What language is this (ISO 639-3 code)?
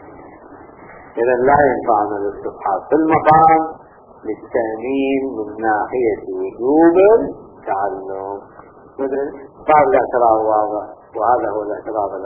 ara